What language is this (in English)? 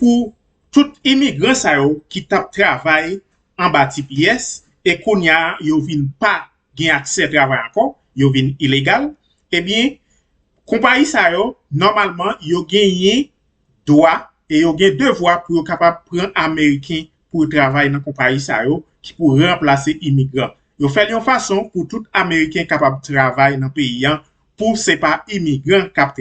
Haitian Creole